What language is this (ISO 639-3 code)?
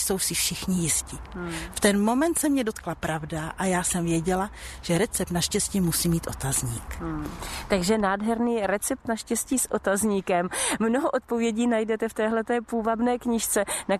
ces